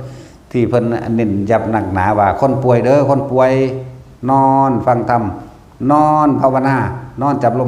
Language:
Northeastern Thai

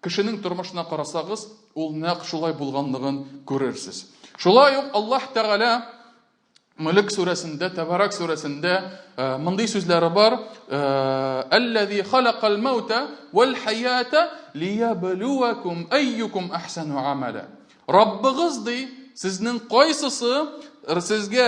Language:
Tatar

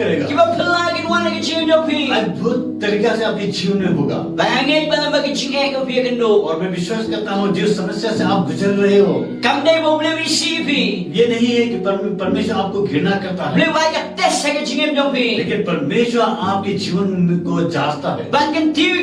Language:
Khasi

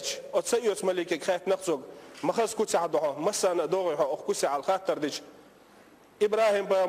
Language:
Chechen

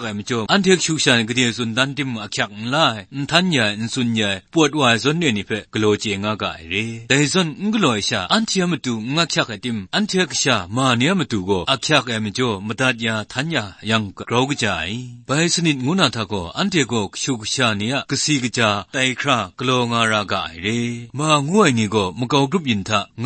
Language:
Kachin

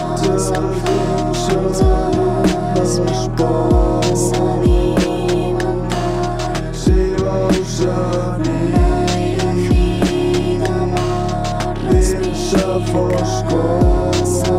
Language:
Catalan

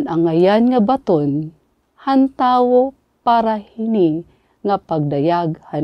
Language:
Waray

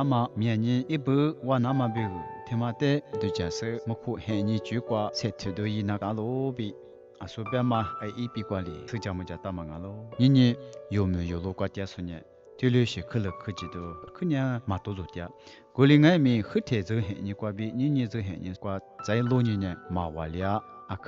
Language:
Lisu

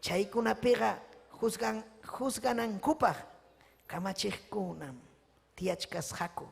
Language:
Ayacucho Quechua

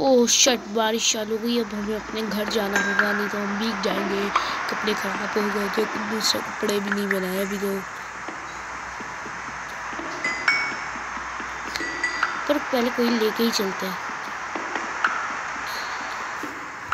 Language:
Hindi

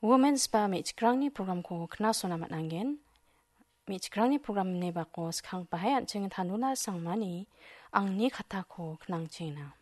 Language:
Garo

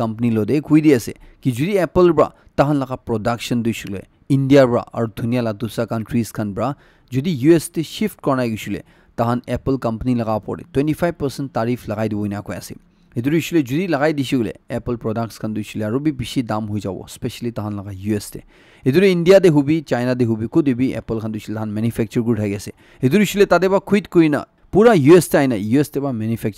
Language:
Naga Pidgin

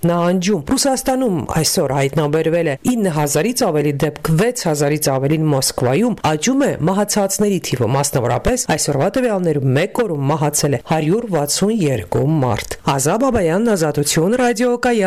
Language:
Armenian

